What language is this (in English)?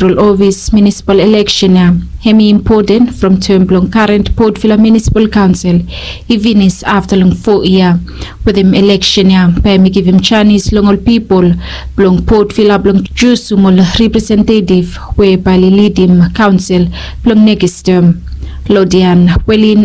Bislama